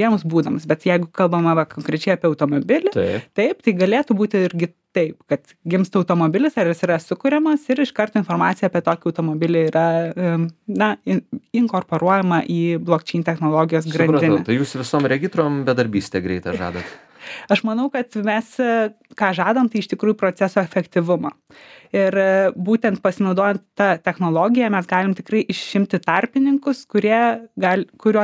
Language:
Lithuanian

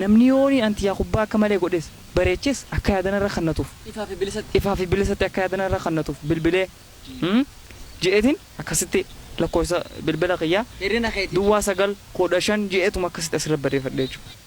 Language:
Oromo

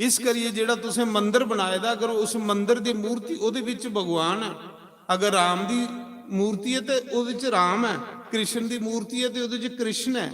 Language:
Dogri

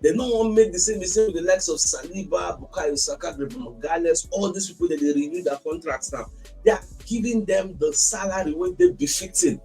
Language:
Nigerian Pidgin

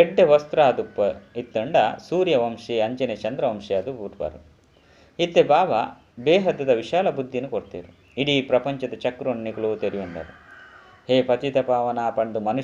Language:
Tulu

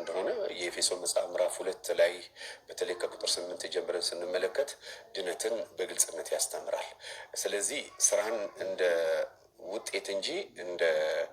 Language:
Amharic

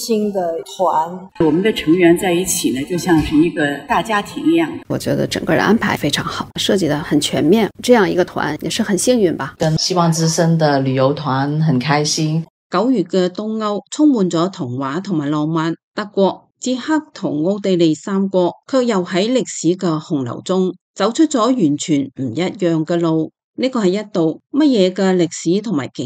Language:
Cantonese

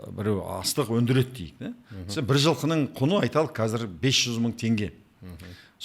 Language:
Kazakh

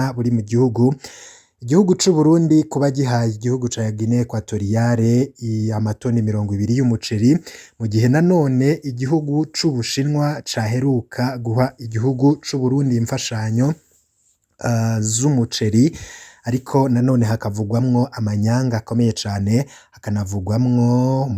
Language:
Rundi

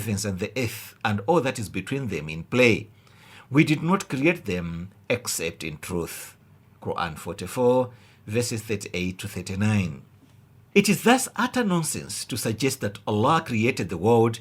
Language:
English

